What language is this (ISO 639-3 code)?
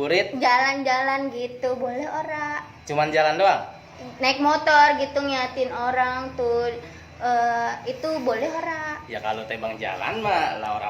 bew